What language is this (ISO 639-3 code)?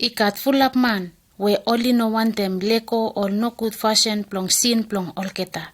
bis